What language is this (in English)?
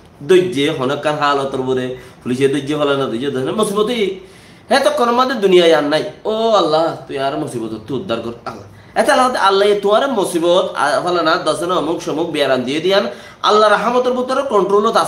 Rohingya